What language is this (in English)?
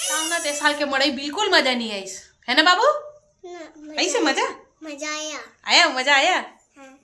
Chhattisgarhi